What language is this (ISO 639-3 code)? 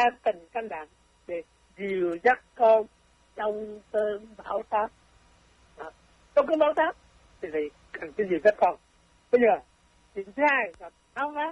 vie